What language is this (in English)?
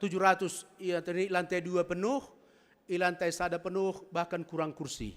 Batak Simalungun